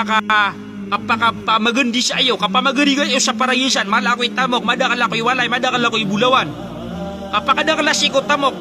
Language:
Maranao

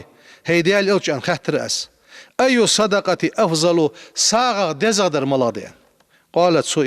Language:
Ingush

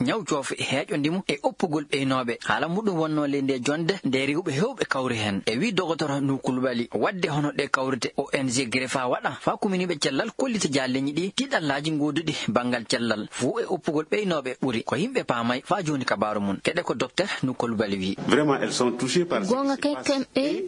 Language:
Maasina Fulfulde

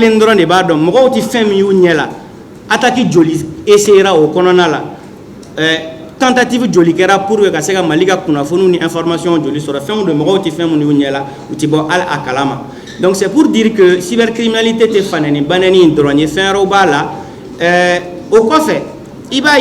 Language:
Bambara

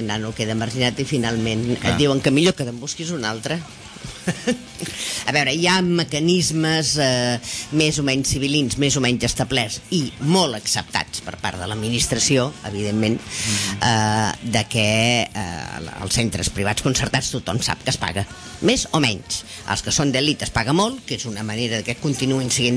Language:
Catalan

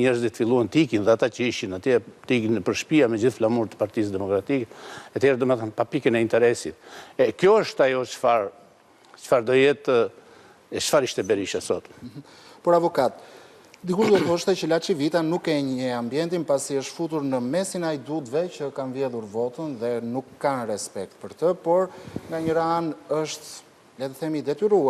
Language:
Albanian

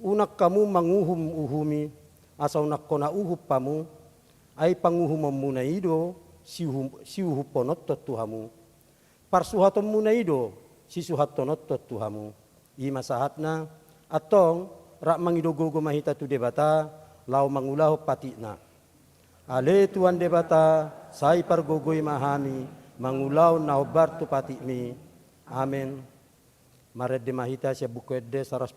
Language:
Batak Toba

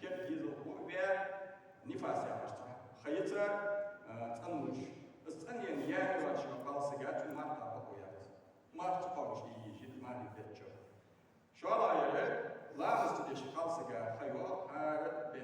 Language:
Ingush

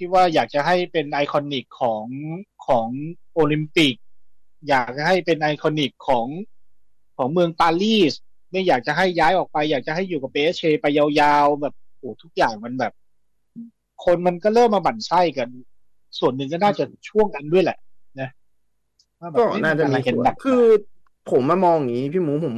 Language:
Thai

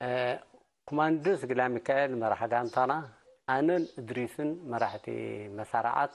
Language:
Tigrinya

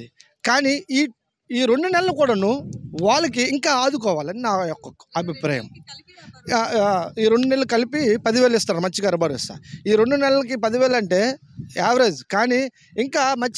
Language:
Telugu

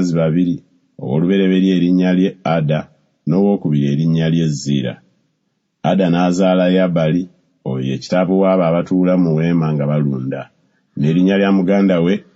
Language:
Ganda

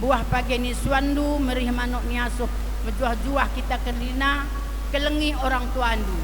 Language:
Batak Karo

